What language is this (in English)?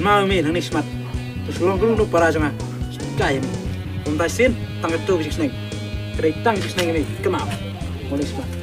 Khasi